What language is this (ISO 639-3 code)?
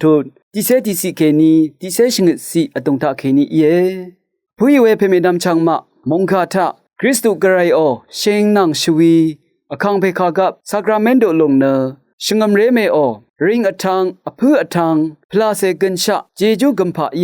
raw